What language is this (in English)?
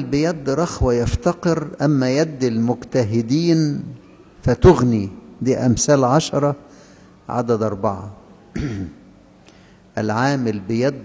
Egyptian Arabic